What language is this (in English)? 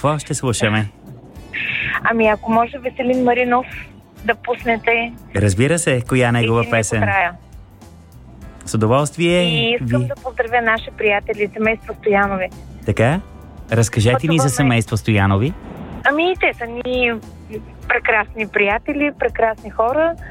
Bulgarian